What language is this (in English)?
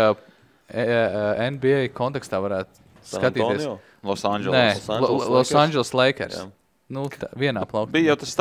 Latvian